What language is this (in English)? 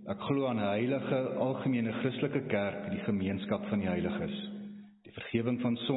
Afrikaans